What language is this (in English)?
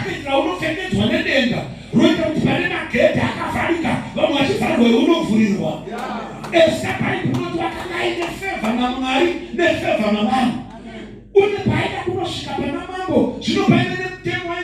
Shona